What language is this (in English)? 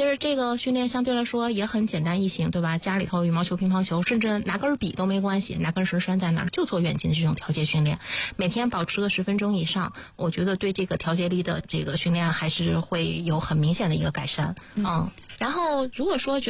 Chinese